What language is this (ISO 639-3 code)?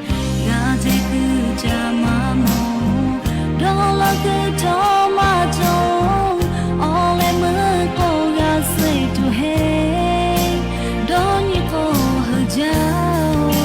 lhu